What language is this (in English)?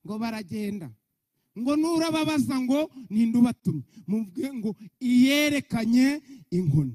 Kinyarwanda